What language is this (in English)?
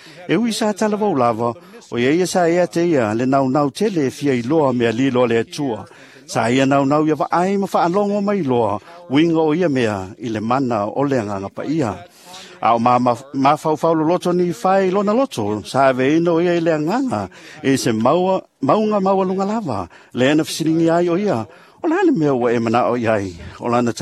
Samoan